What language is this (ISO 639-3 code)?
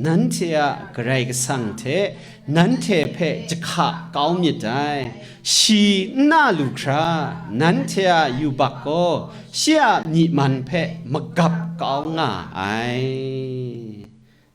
kac